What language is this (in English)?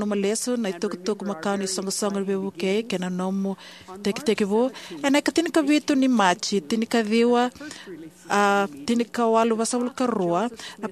Fijian